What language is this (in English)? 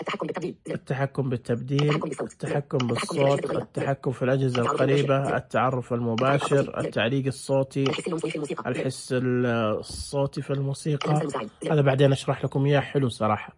Najdi Arabic